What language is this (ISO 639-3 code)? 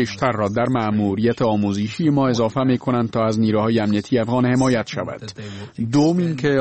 fas